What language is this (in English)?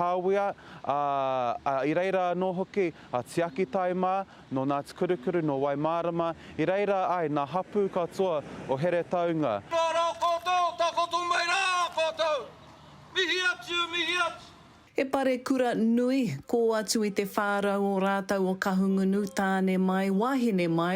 Māori